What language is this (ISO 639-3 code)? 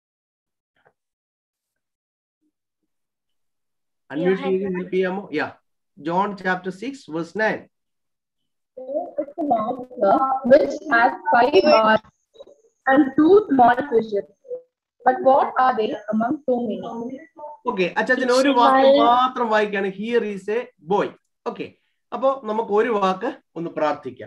mal